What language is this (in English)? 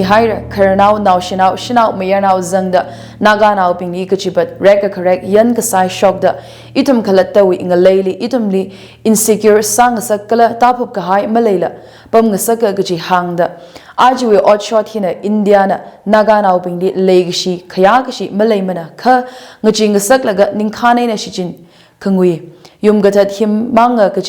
Tangkhul Naga (India)